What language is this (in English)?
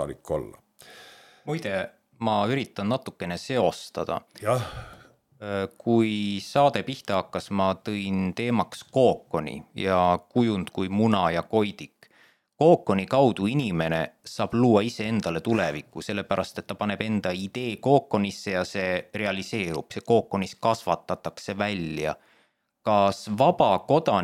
Estonian